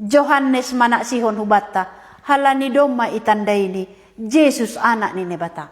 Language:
Batak Simalungun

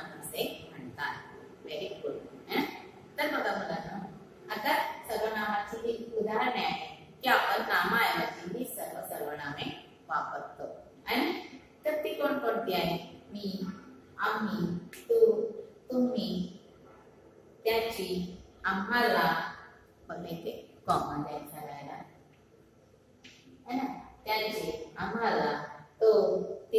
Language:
Marathi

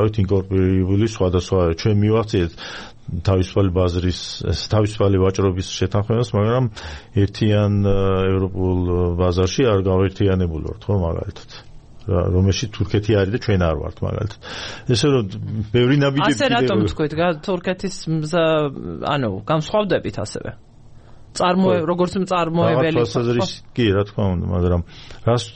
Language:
Georgian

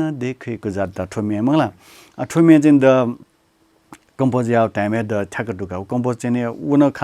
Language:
Newari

